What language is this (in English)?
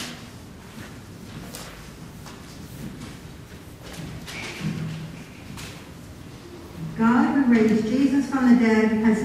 English